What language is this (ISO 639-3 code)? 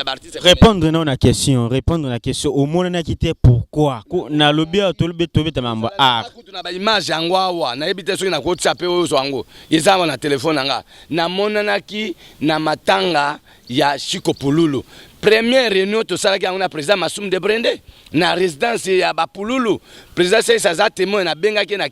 lin